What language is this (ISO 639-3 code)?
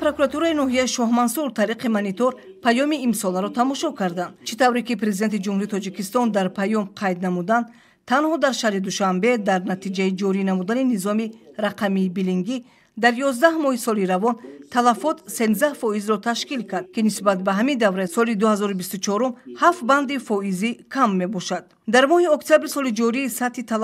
tgk